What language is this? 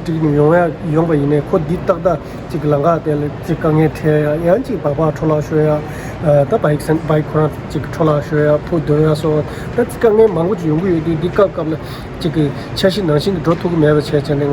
Tibetan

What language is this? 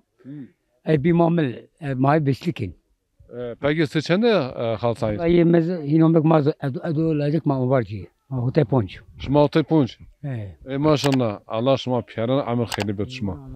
Zaza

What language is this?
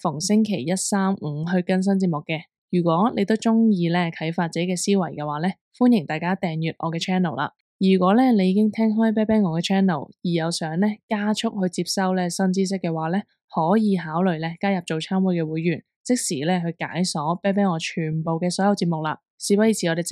Cantonese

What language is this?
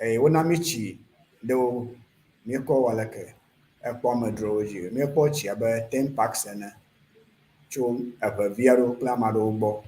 Ewe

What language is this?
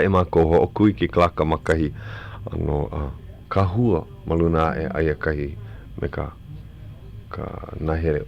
Hawaiian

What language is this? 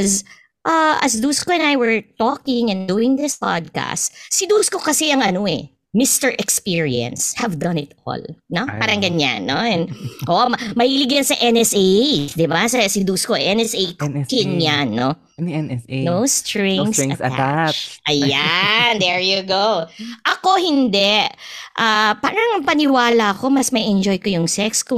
Filipino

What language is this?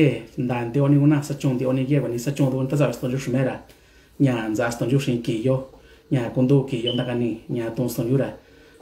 Mixtepec Mixtec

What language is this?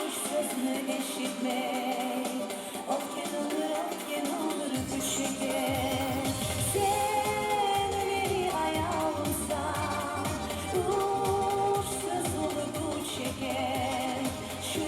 Kumyk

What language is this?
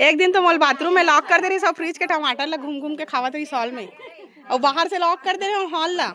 Chhattisgarhi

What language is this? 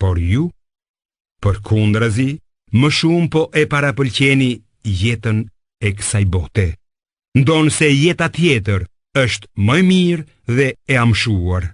Albanian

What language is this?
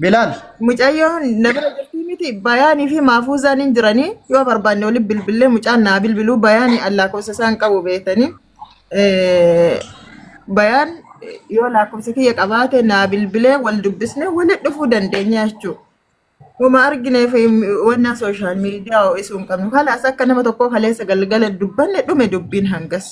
Oromo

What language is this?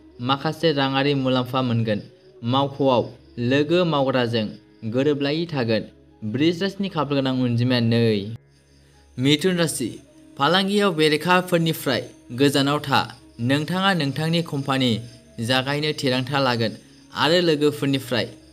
Bodo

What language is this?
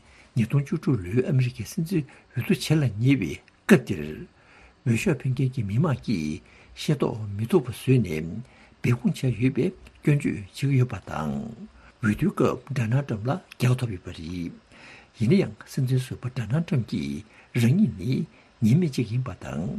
Tibetan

